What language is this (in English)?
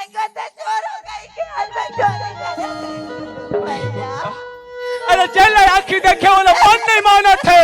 Chhattisgarhi